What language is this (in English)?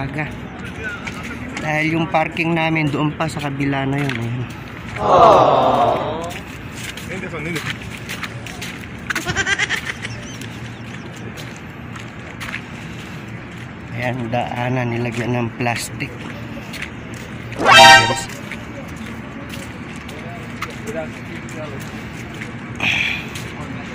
Filipino